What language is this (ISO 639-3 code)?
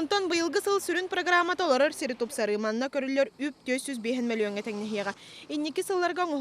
sah